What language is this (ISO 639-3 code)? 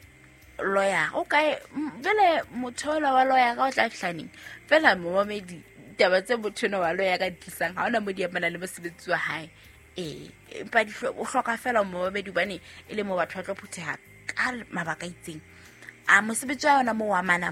sot